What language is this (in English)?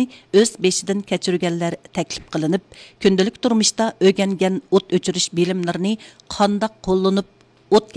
Uyghur